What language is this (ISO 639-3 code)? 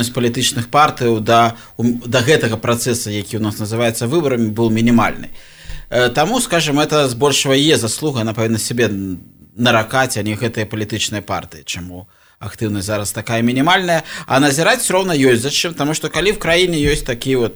bel